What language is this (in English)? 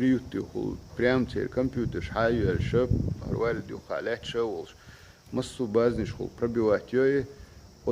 Chechen